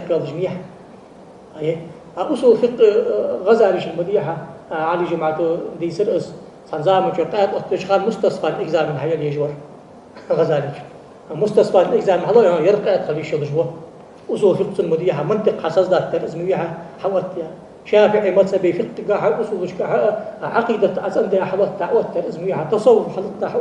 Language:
Ingush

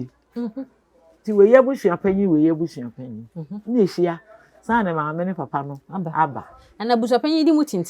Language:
Akan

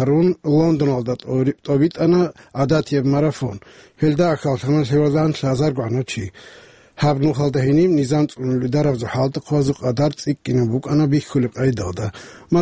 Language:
Avaric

